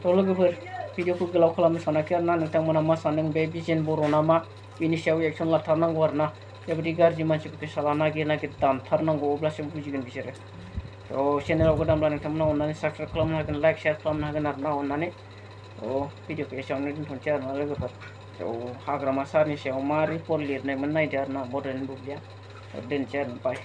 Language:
Bodo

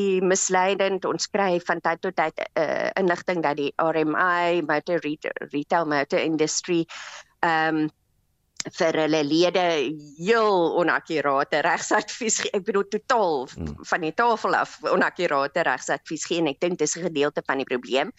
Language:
Afrikaans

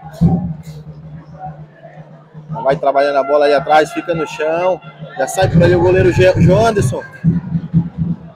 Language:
Portuguese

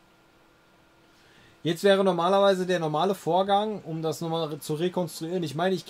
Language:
German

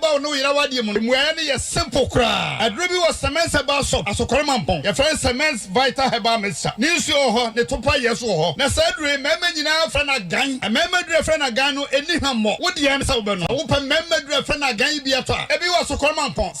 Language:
Akan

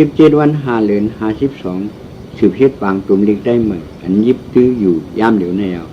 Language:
Shan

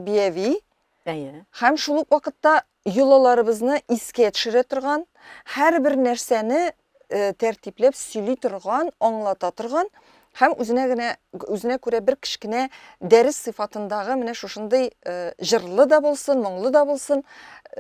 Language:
Tatar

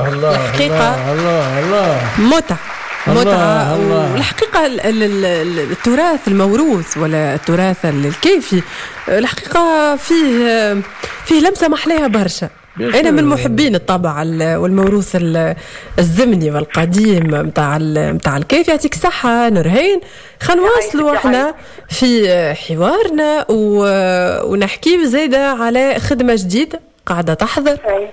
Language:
Tunisian Arabic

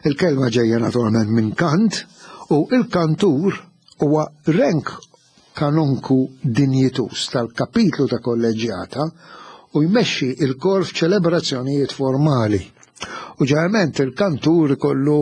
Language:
Maltese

